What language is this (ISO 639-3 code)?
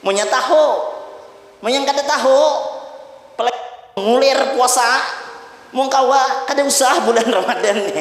bjn